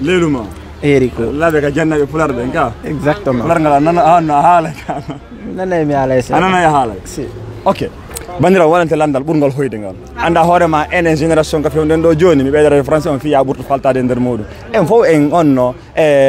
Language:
Fula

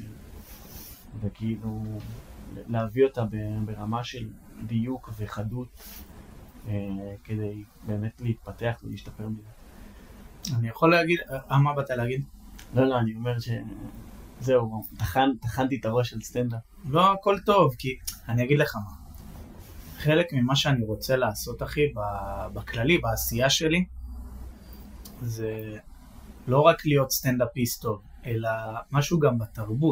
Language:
Hebrew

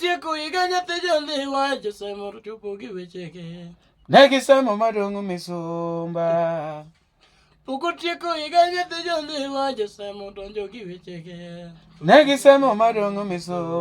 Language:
Luo (Kenya and Tanzania)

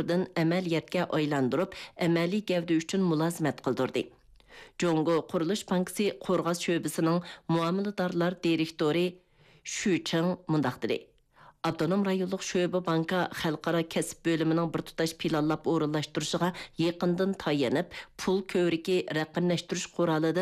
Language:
Uyghur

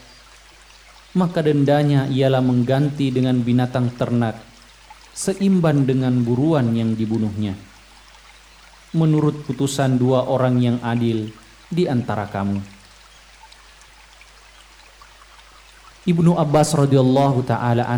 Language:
Indonesian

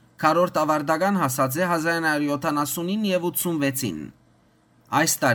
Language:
Western Armenian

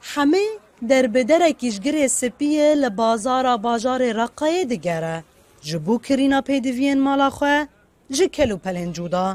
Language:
Kurdish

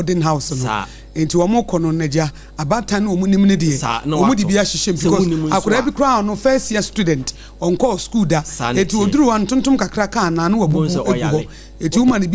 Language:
Akan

